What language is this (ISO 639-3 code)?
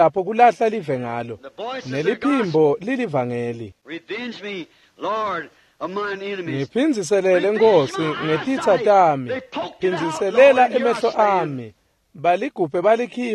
ssw